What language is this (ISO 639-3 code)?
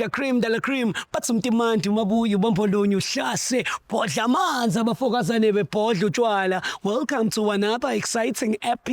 zul